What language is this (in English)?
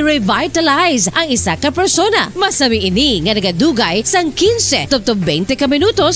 Hiligaynon